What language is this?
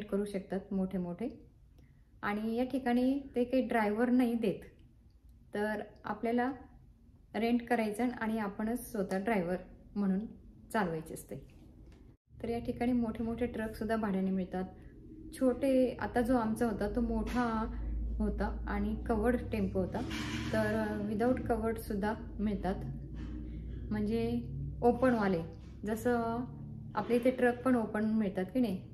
Marathi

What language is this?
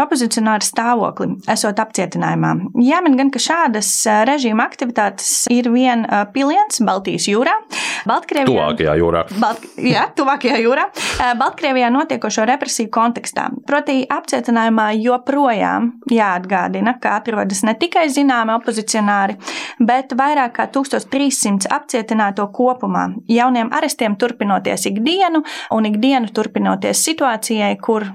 Latvian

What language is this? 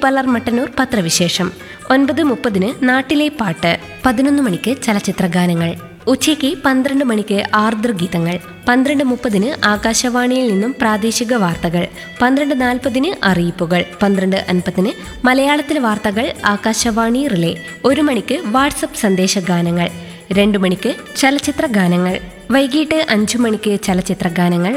Malayalam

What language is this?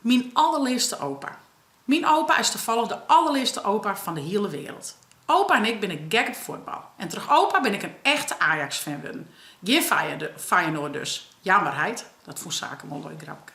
Western Frisian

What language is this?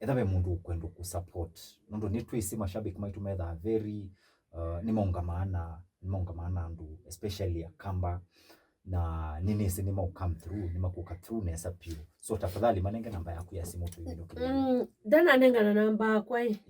Kamba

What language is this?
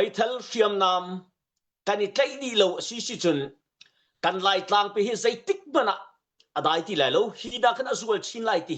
Hakha Chin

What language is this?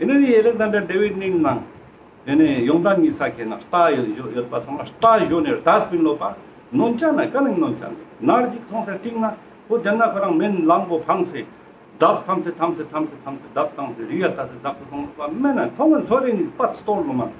Ladakhi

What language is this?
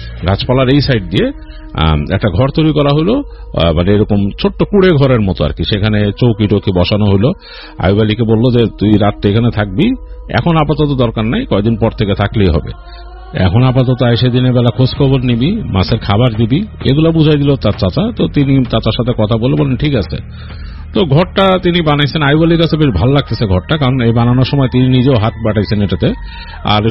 Bangla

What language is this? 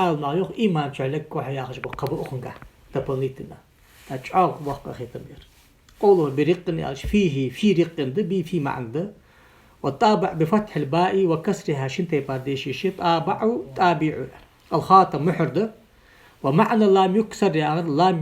Ingush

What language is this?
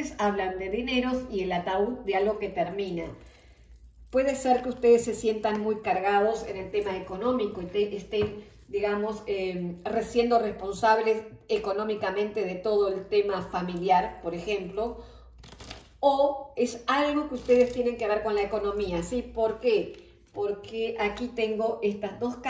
Spanish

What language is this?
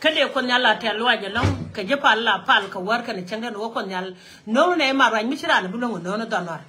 Nuer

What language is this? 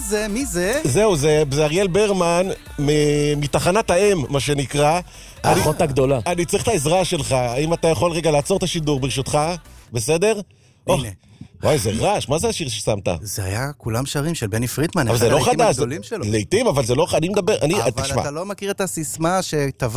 Hebrew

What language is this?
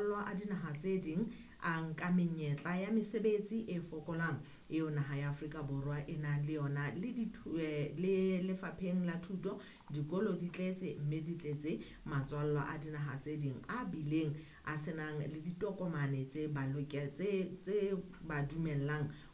Southern Sotho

